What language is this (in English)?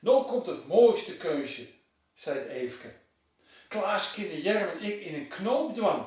Western Frisian